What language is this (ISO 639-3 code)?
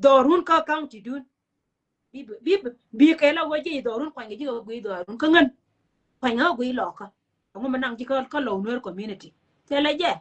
nus